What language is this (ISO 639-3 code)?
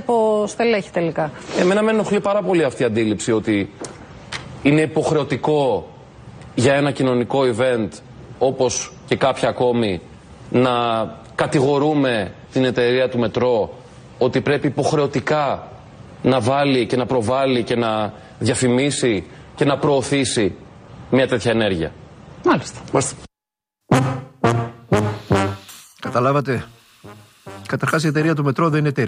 ell